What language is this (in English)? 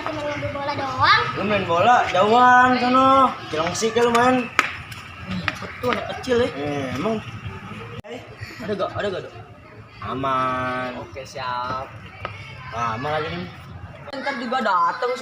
Betawi